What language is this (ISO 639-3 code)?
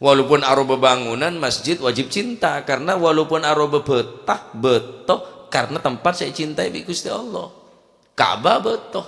mad